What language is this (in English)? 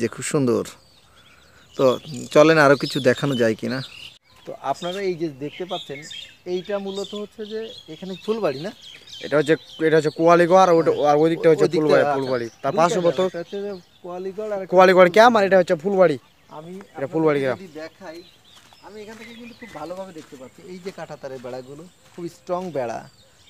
Bangla